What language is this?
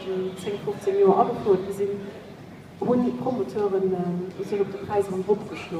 Luxembourgish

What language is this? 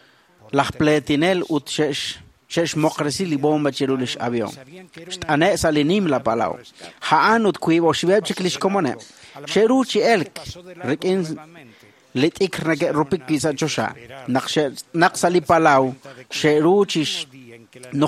Kekchí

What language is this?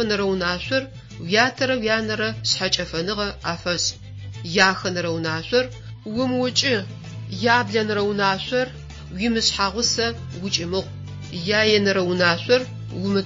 Adyghe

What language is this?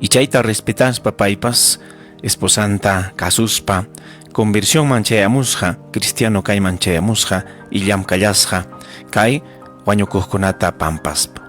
Ayacucho Quechua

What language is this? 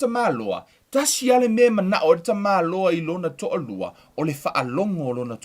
Samoan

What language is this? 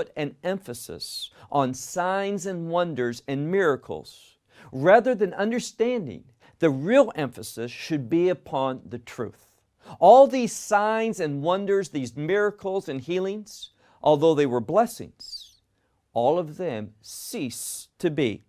English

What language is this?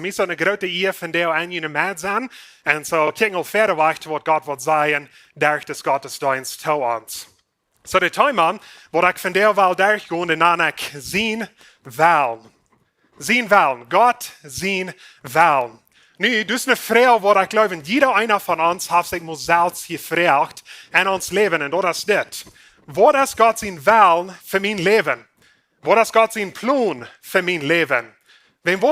Plautdietsch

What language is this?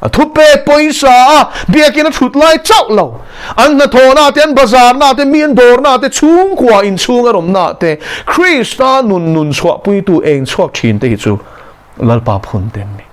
Mizo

